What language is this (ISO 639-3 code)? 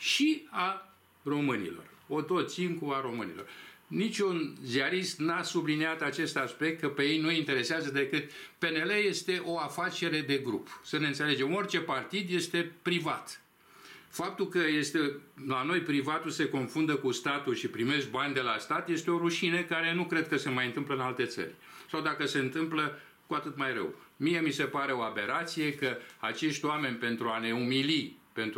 ron